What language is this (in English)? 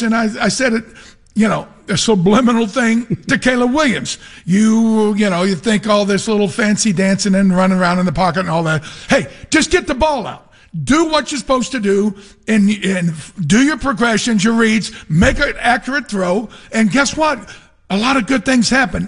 English